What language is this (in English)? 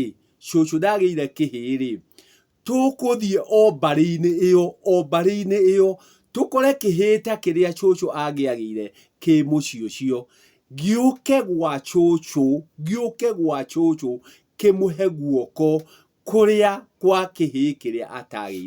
Kikuyu